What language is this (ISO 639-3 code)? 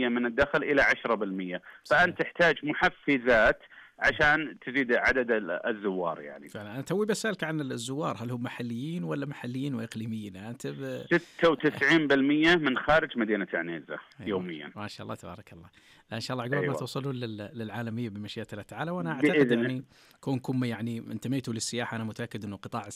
ars